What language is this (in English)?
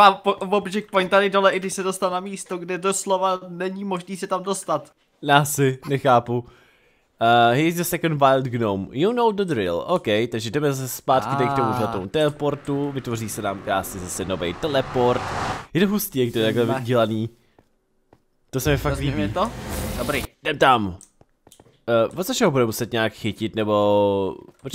Czech